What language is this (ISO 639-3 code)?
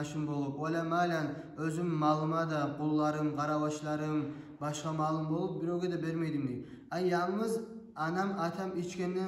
kum